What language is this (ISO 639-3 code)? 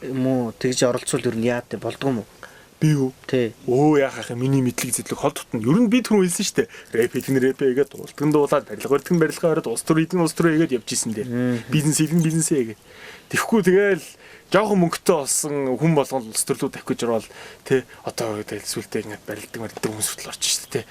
mon